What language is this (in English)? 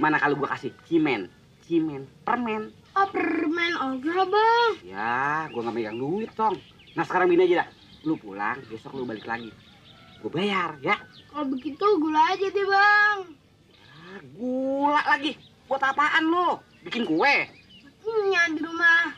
Betawi